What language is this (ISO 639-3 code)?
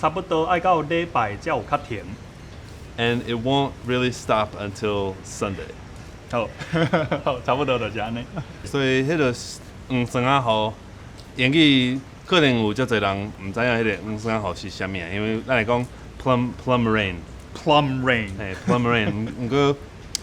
nan